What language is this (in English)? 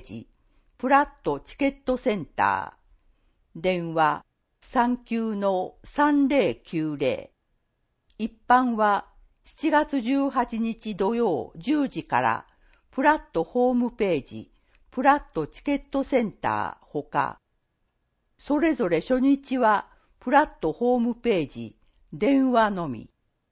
Japanese